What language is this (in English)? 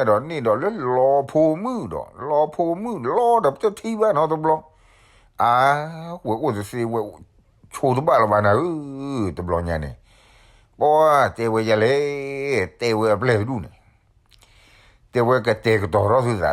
S'gaw Karen